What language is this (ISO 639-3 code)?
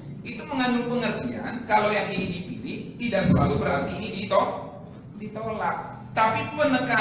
ind